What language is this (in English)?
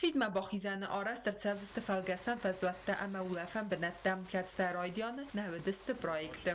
Ossetic